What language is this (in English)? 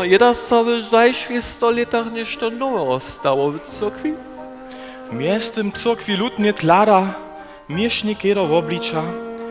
Upper Sorbian